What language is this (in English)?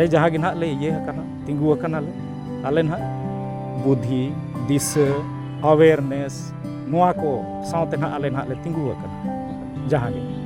Santali